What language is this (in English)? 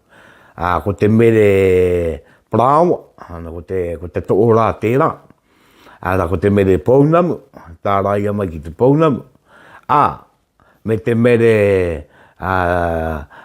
Māori